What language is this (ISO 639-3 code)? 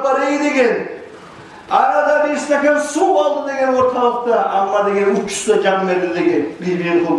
kum